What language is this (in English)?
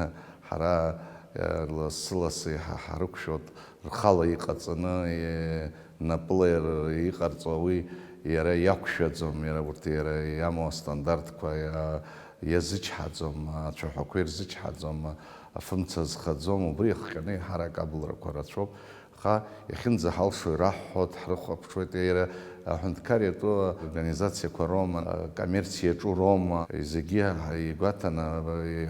Abkhazian